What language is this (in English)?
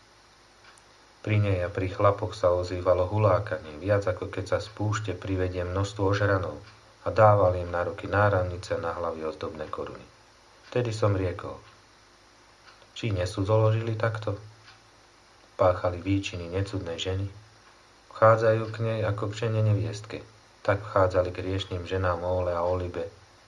Slovak